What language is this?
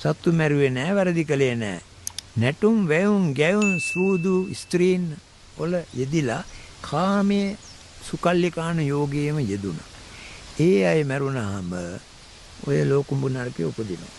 Sinhala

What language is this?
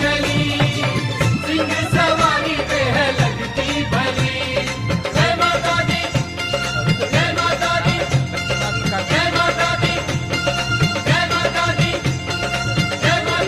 Hindi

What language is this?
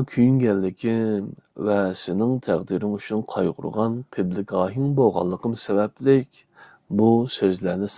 Uyghur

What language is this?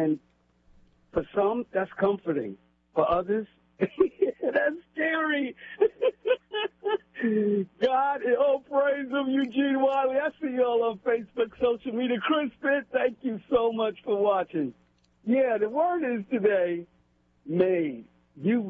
English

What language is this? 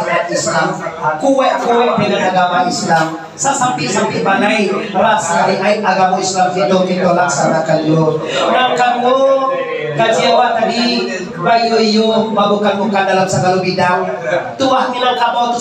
Minangkabau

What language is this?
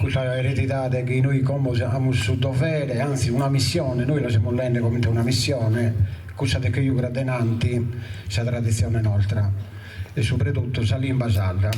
Sardinian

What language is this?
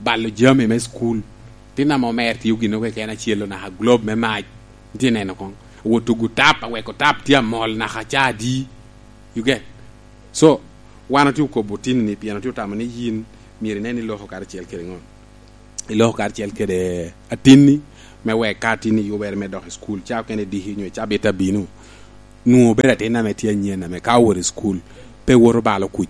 Lango (Uganda)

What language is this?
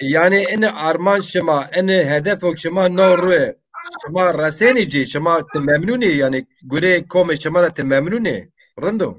Zaza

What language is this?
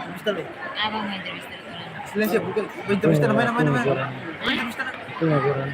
Tetum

